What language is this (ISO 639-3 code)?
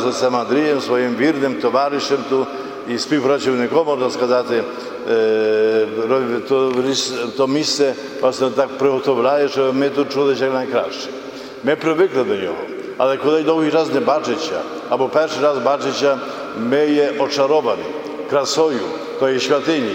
ukr